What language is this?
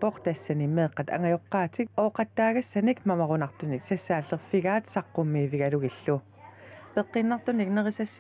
Kalaallisut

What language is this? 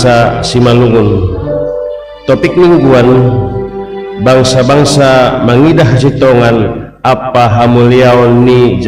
Batak Simalungun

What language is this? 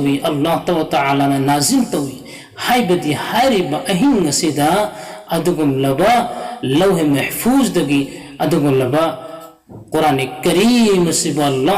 Manipuri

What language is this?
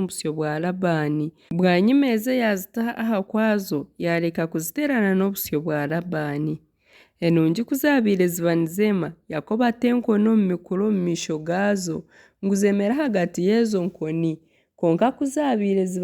Nyankole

